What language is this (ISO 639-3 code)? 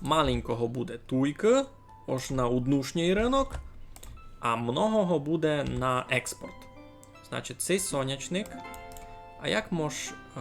rue